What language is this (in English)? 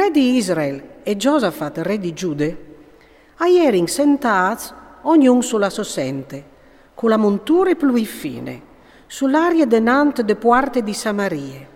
Friulian